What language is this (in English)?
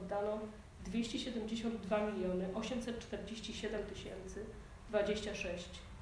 Polish